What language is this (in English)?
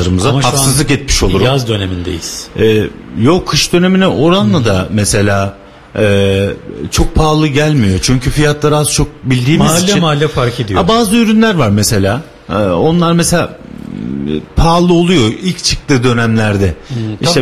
Turkish